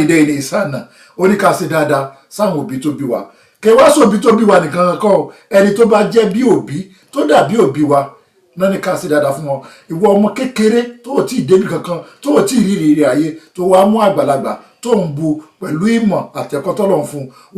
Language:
Yoruba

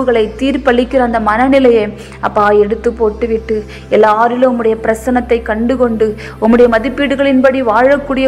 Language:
Tamil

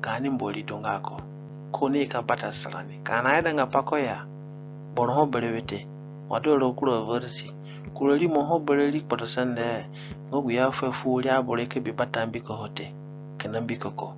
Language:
Zande (individual language)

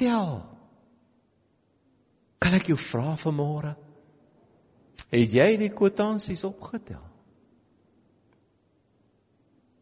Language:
Afrikaans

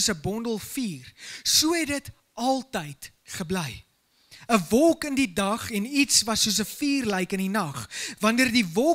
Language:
Afrikaans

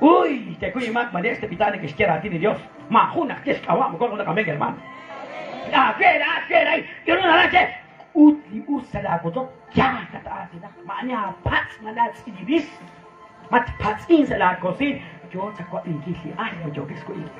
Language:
Kekchí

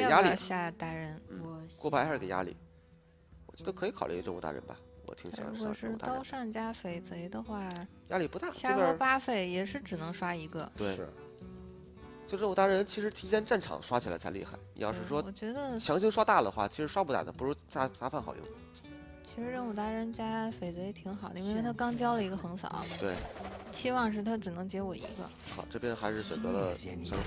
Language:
Chinese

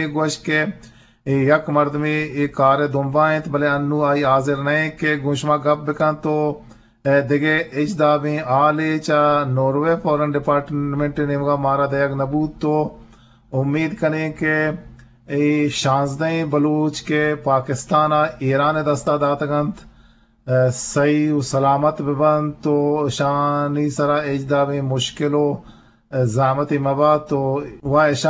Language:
Eastern Balochi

